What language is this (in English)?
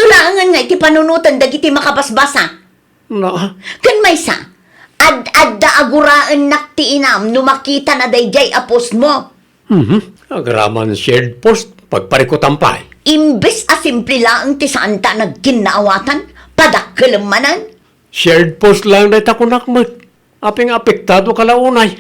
Iloko